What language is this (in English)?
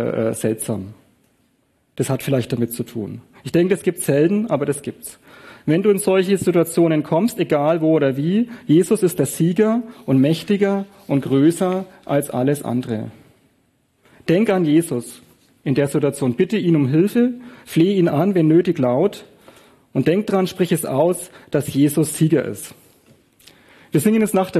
German